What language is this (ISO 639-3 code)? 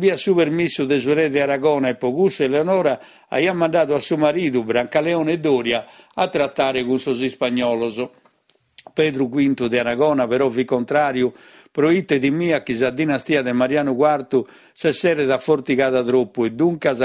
srd